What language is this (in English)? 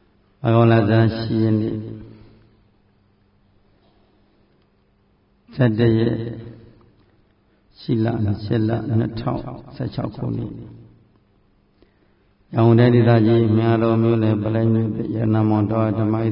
Burmese